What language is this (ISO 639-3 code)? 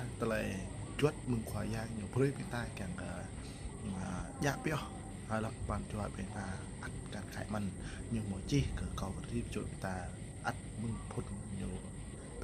jra